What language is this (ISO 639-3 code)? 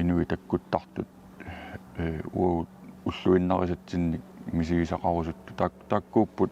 kal